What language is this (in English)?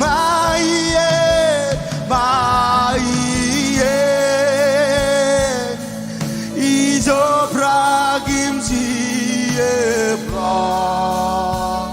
Marshallese